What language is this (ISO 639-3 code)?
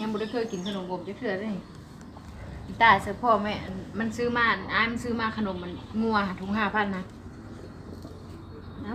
lao